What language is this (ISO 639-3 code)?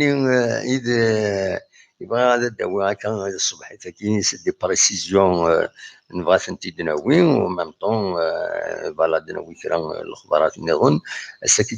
kab